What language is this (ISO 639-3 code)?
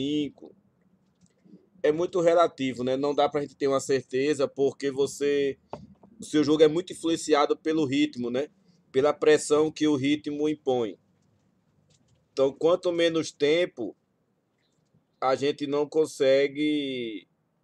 por